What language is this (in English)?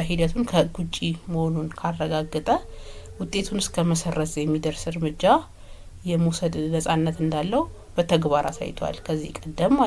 Amharic